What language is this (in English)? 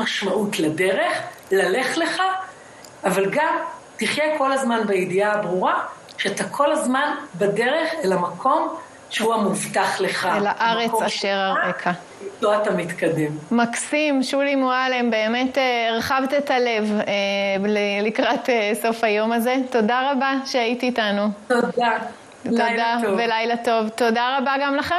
Hebrew